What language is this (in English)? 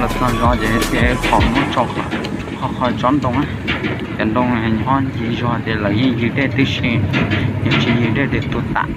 Hmong